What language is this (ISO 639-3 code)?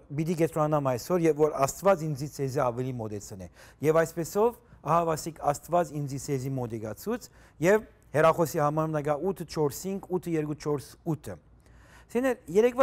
hye